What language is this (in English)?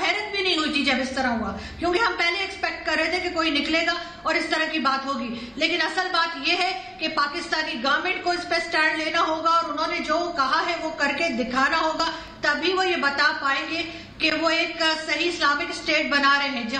Hindi